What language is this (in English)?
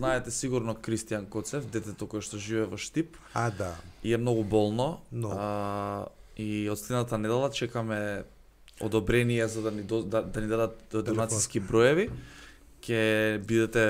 Macedonian